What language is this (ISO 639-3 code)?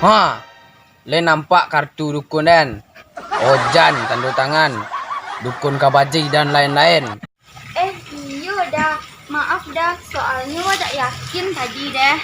min